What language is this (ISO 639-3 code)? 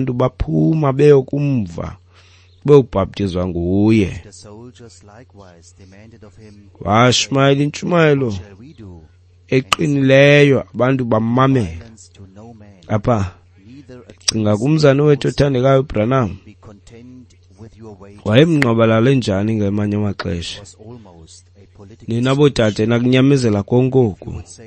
xho